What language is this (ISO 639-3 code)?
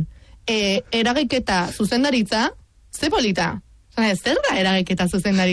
eus